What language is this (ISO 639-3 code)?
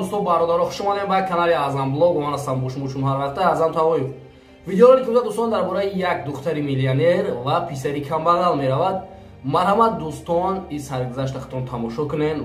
tgk